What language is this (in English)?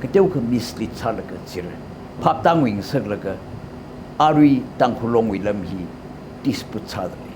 Tangkhul Naga (India)